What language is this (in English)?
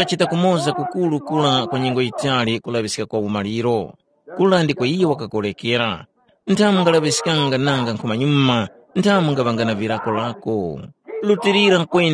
Tumbuka